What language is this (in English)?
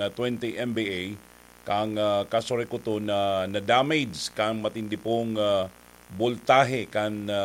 Bikol